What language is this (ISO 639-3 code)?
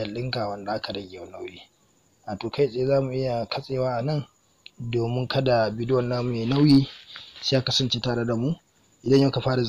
hau